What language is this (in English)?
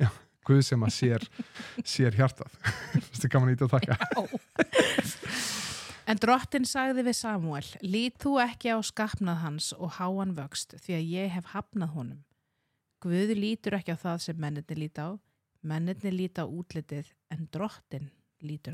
Icelandic